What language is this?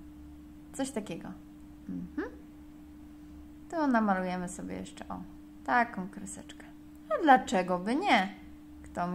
Polish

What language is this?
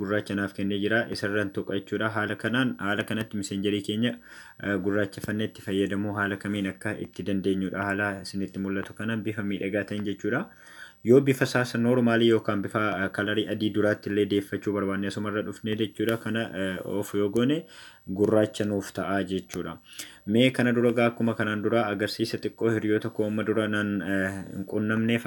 Oromo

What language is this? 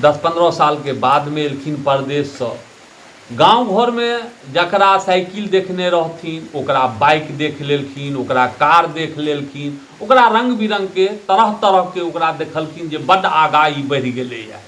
Maithili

